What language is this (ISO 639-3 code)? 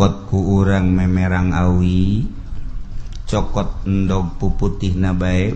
sun